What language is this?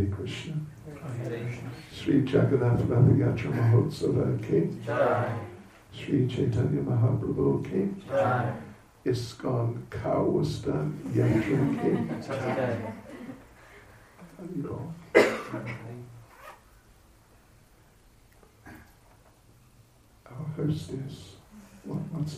English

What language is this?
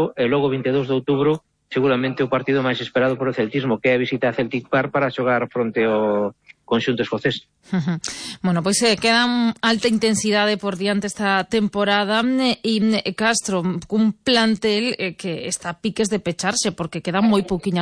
Galician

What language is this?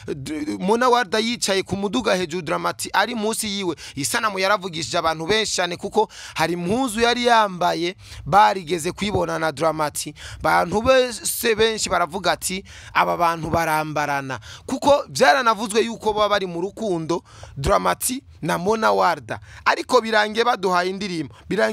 Rundi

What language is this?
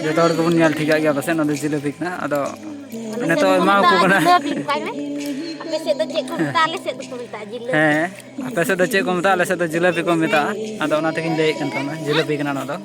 Santali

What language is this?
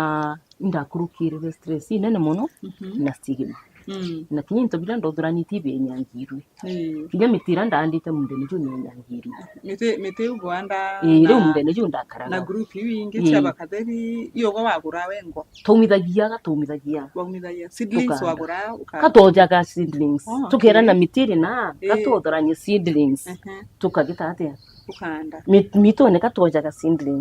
Meru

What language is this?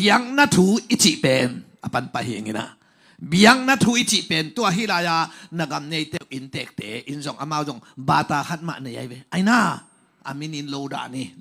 Tedim Chin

